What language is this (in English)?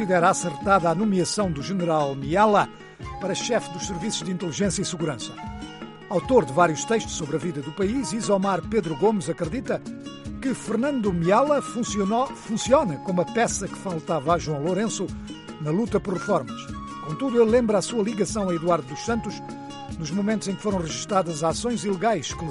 Portuguese